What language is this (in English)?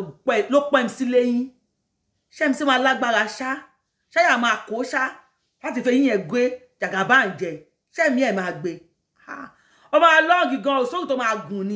Yoruba